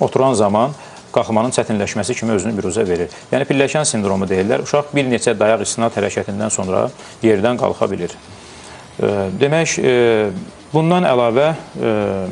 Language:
Azerbaijani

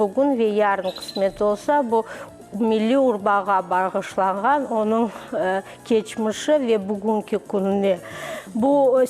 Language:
Crimean Tatar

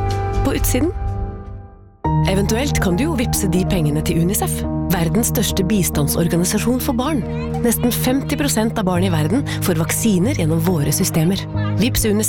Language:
Norwegian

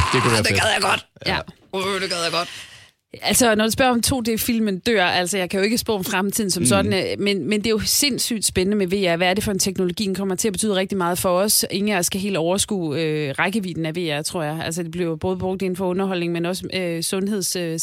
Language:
Danish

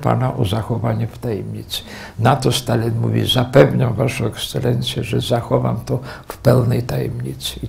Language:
Polish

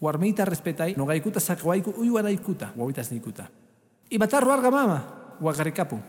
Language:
Quechua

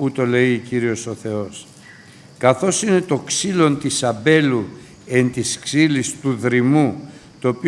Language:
Greek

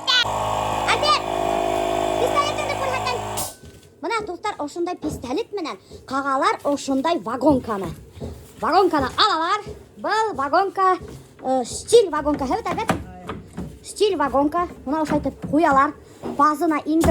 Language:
Bashkir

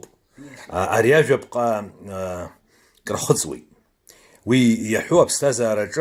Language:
Abkhazian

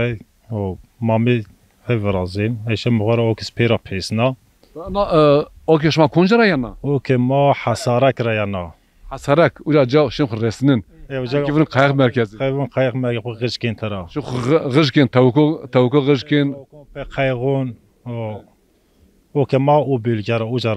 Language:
Zaza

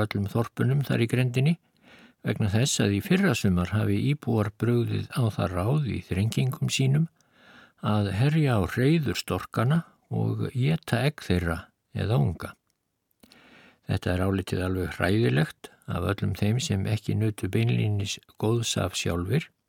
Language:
Icelandic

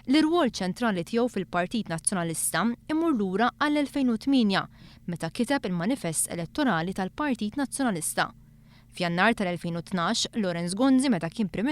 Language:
Maltese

